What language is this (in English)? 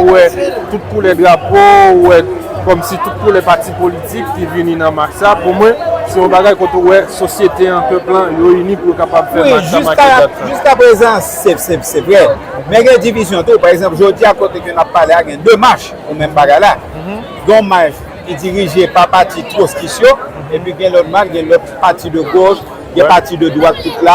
Haitian Creole